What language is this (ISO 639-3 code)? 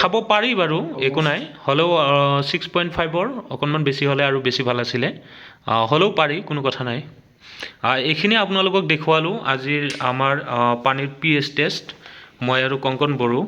asm